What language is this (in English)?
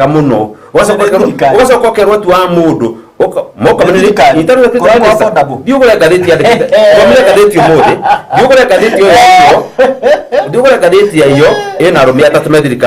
Kikuyu